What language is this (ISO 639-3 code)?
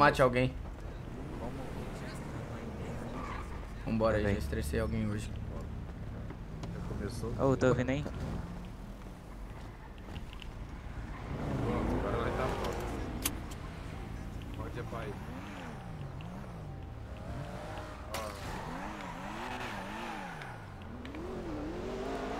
por